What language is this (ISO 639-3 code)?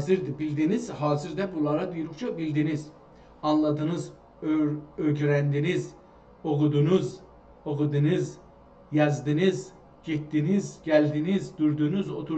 azb